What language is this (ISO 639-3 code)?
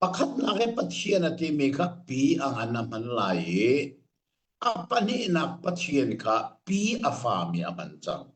cnh